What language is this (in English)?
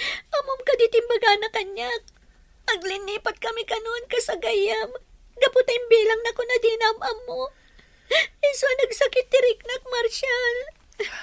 Iloko